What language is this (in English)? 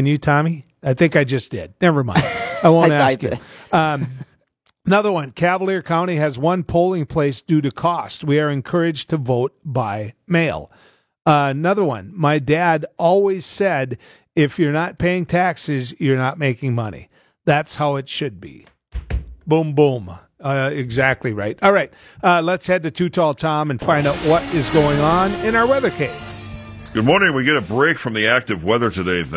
English